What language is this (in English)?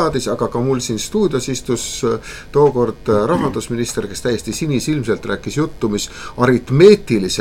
Estonian